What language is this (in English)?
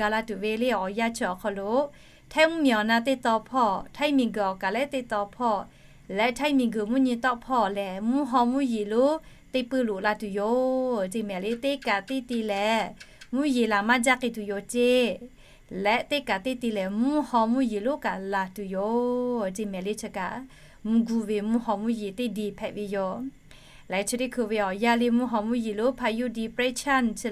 Lahu